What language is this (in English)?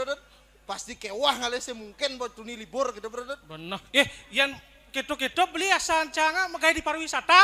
Balinese